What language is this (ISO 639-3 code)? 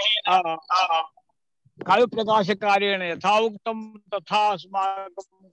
san